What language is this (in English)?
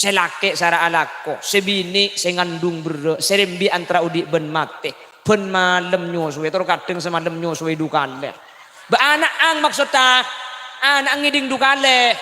Madurese